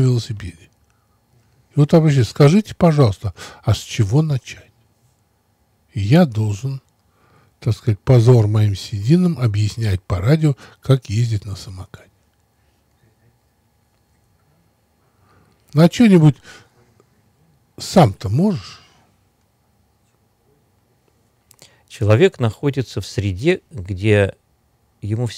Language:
Russian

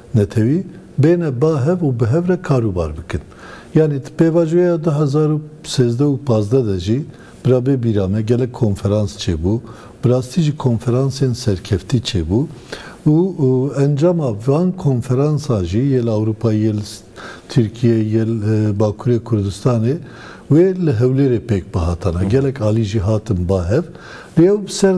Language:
Kurdish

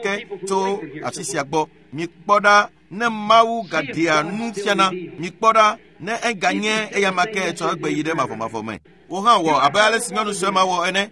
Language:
Ewe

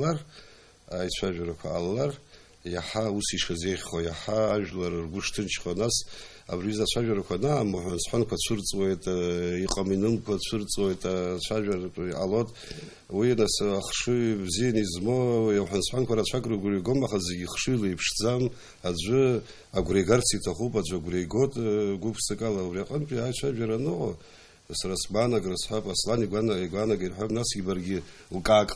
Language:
Abkhazian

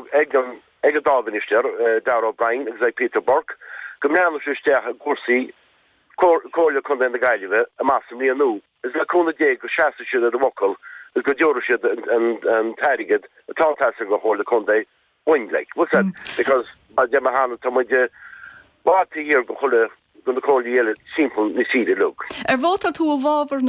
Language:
Irish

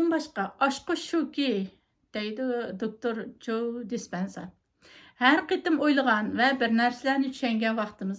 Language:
Uyghur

